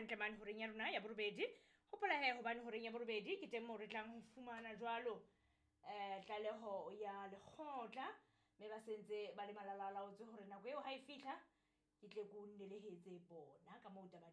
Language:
Southern Sotho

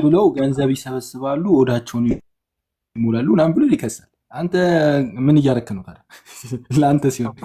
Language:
Amharic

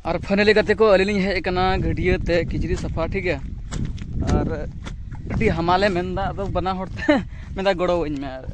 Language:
Santali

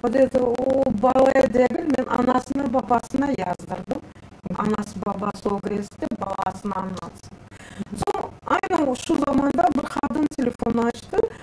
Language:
Crimean Tatar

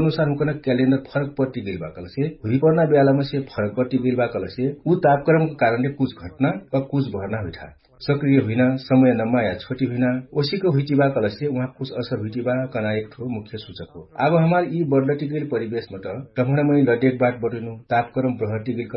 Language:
Dangaura Tharu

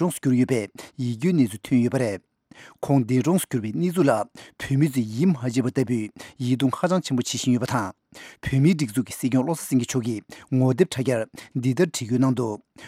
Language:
Tibetan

